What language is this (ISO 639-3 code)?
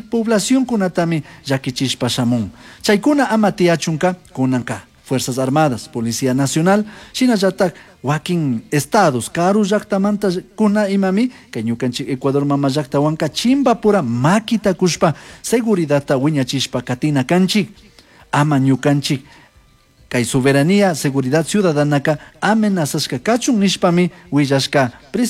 qug